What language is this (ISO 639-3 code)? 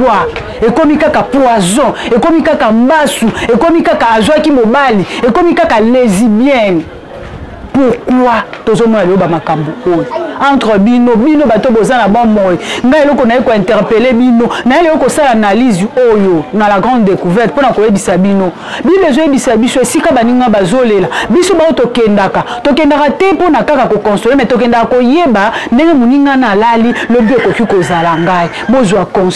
lin